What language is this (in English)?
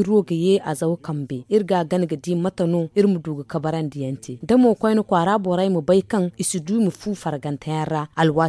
Zarma